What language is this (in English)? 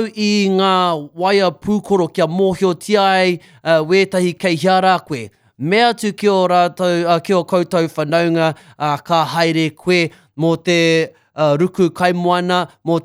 Māori